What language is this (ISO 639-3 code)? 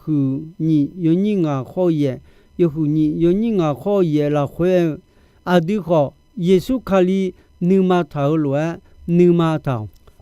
ahk